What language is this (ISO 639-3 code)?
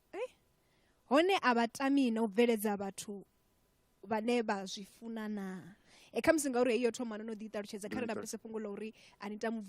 ven